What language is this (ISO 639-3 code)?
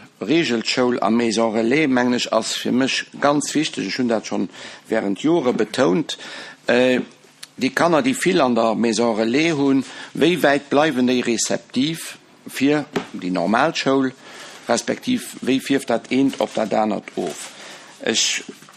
ltz